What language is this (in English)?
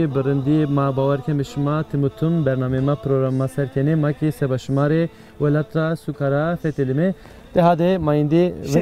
Zaza